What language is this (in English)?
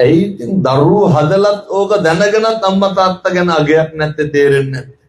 Sinhala